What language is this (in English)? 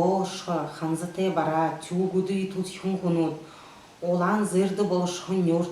Buriat